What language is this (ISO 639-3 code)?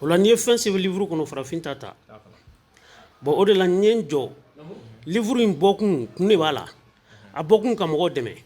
bam